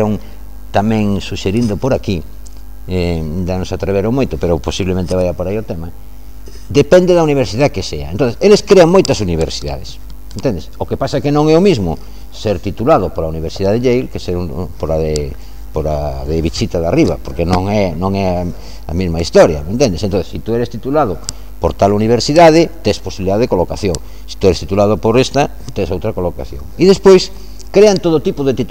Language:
Galician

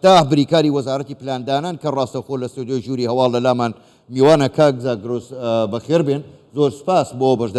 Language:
Central Kurdish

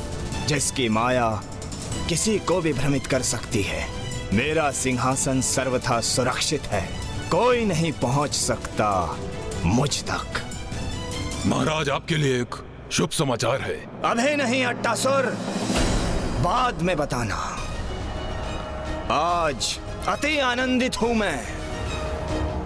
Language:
Hindi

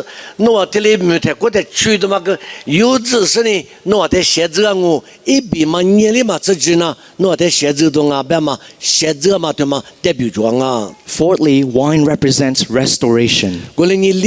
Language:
Lisu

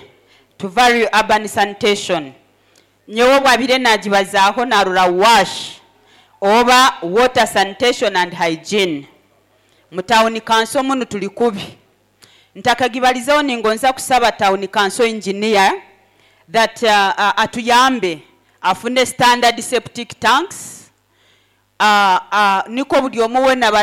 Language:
Nyoro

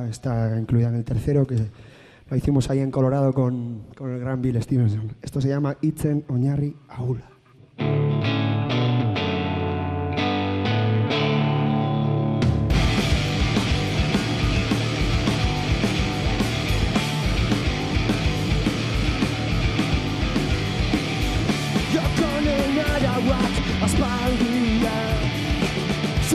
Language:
Basque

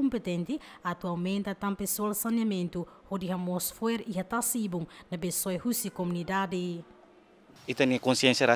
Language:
Tetum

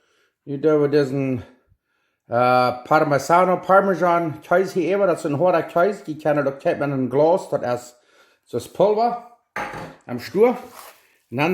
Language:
Plautdietsch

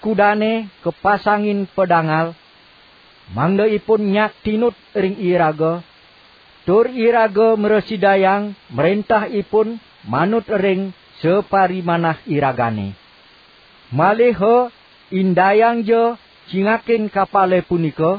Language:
Balinese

